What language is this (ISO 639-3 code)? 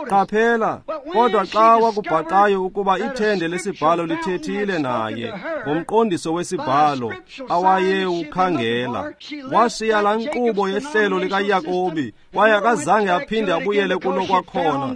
xho